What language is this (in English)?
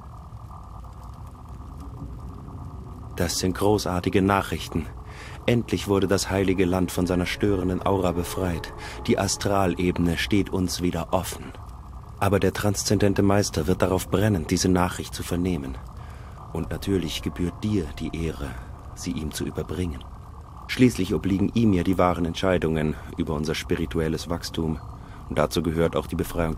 German